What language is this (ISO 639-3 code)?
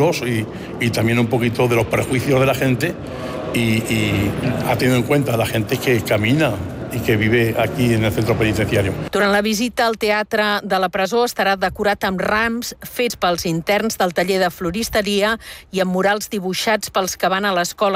cat